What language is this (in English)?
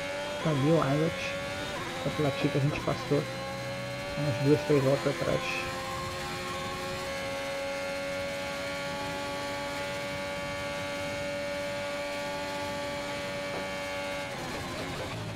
Portuguese